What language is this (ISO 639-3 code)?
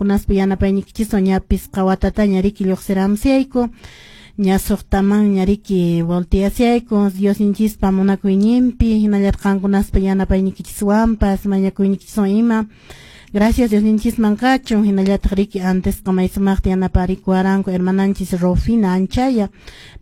que